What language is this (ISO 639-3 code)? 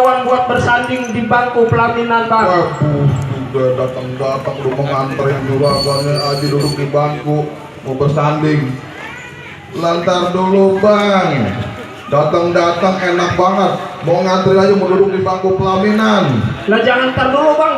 bew